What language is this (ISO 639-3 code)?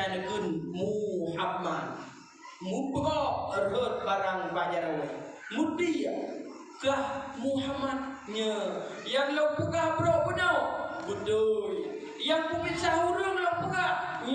ace